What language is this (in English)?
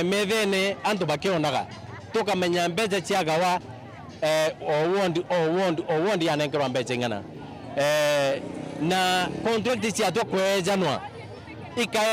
Meru